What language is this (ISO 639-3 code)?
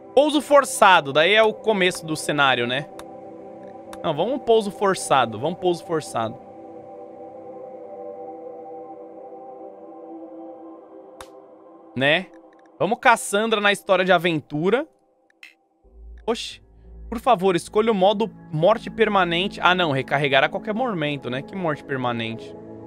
por